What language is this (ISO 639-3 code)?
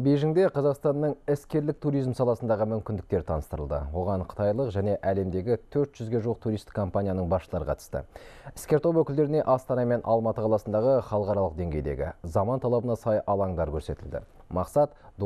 kaz